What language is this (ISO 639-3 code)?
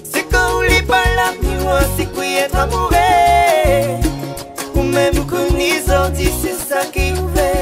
rcf